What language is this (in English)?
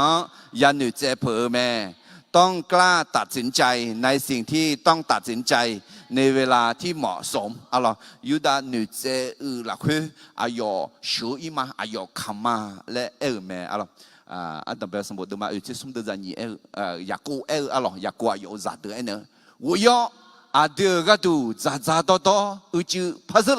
Akha